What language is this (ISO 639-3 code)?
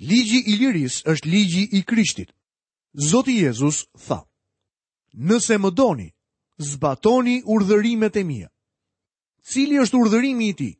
sqi